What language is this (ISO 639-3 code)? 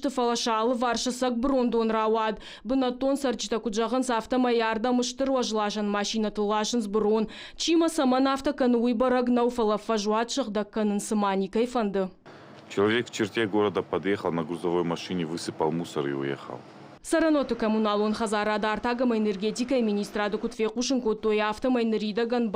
oss